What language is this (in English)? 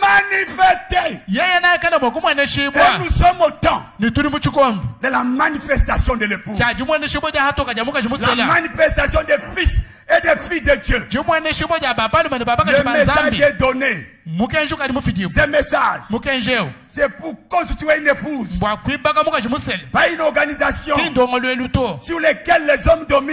French